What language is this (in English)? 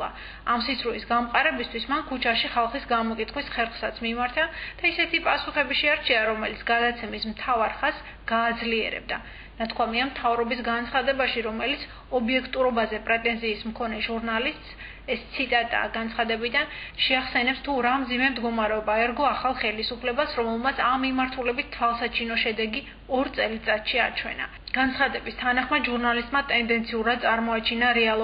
Georgian